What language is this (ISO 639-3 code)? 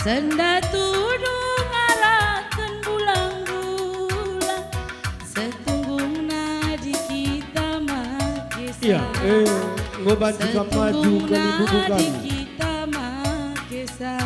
btx